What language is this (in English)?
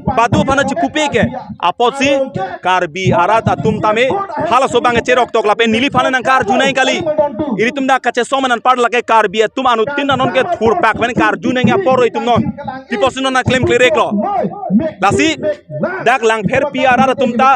Karbi